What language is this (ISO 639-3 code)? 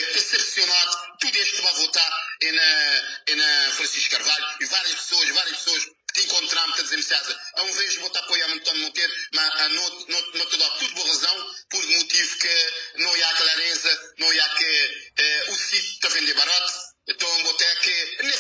kea